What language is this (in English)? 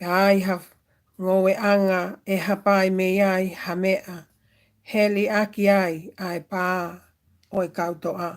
Tongan